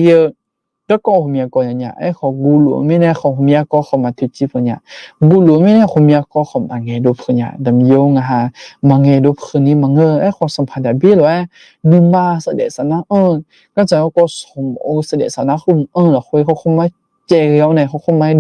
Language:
Akha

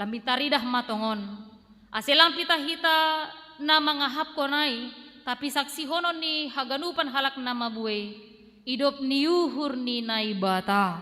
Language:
Batak Simalungun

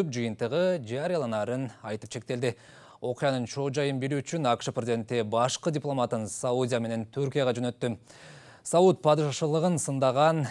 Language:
Kyrgyz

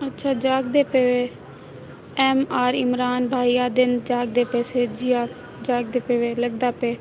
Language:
Saraiki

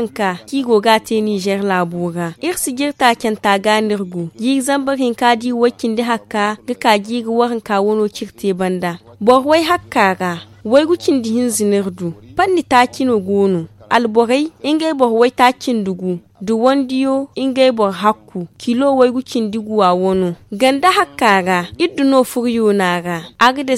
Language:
Zarma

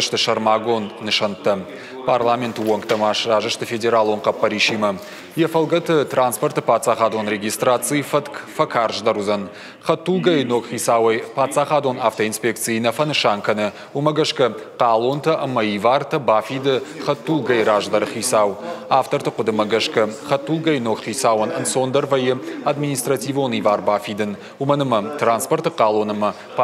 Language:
Ossetic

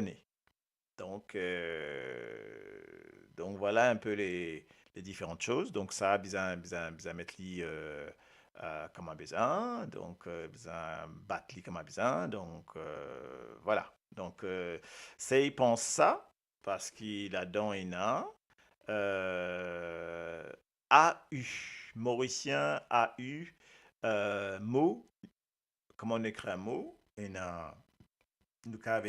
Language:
Morisyen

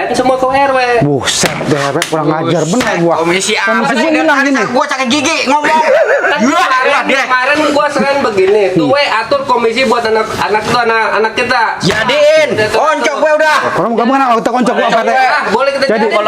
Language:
Betawi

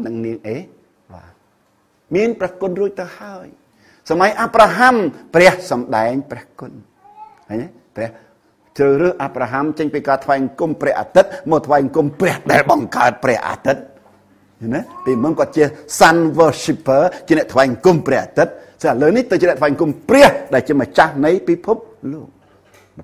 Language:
Khmer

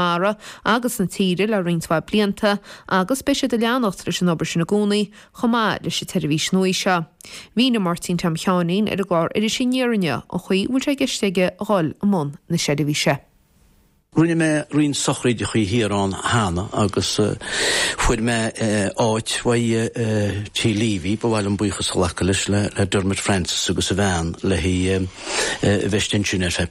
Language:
Irish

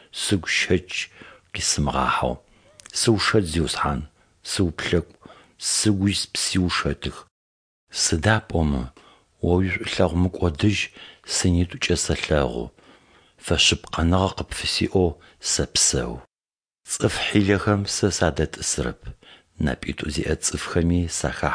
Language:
Adyghe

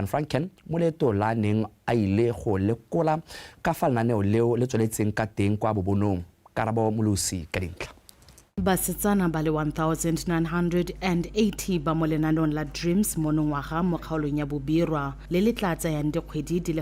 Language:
Tswana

